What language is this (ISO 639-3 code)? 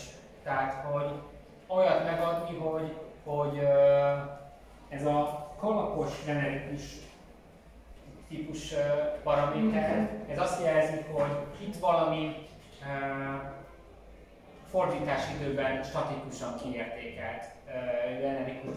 hun